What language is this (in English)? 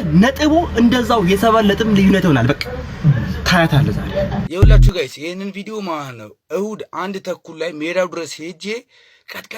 Amharic